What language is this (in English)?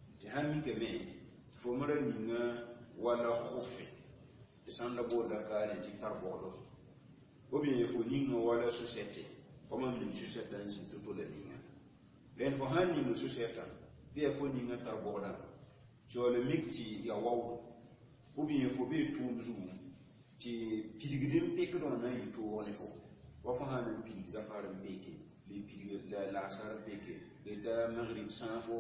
Mossi